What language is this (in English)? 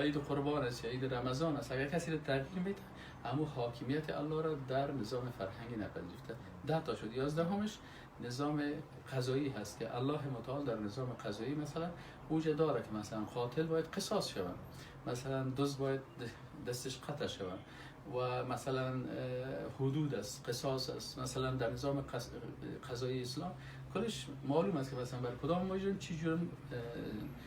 Persian